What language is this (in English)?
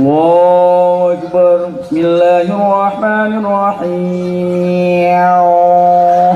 Achinese